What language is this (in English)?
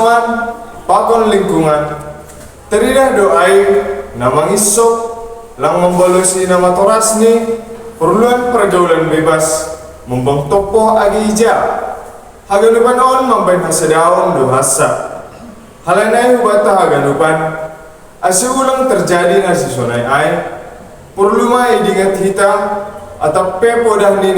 Batak Simalungun